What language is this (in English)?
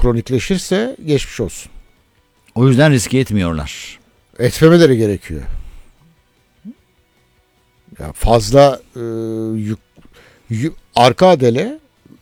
Turkish